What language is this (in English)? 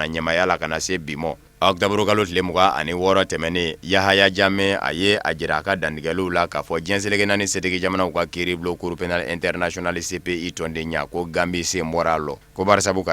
Bambara